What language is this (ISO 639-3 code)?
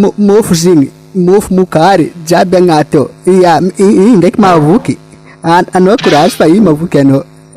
mlg